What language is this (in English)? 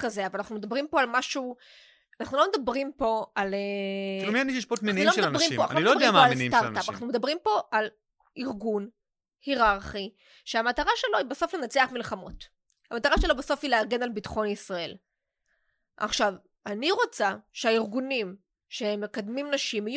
Hebrew